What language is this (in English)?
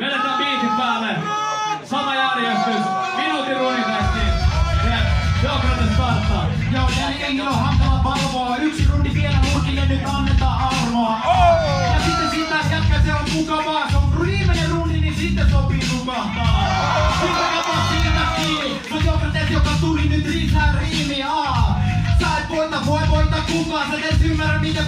Finnish